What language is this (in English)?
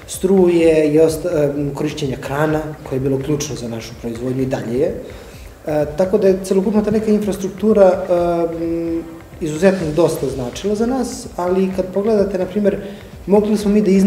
Serbian